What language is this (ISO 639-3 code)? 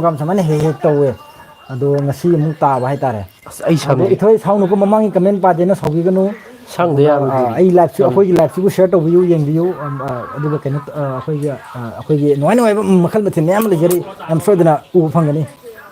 mni